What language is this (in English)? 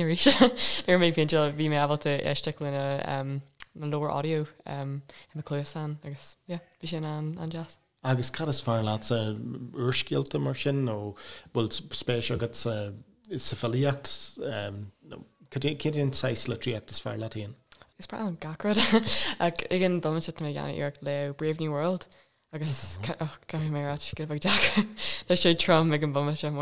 Irish